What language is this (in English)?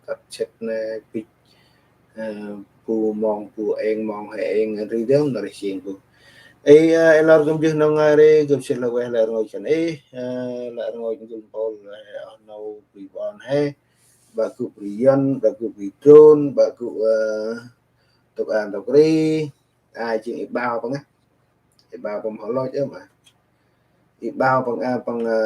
Central Mnong